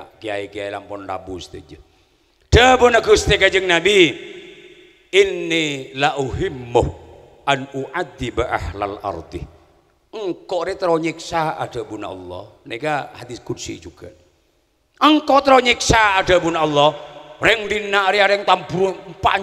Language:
Madurese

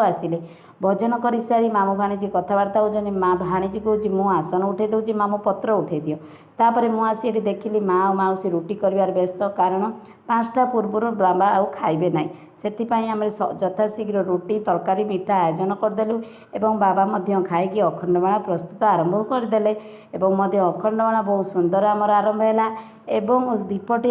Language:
Odia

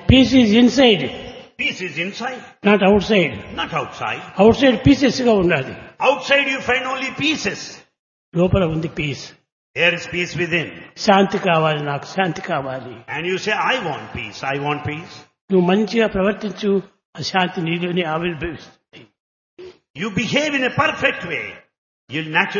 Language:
Telugu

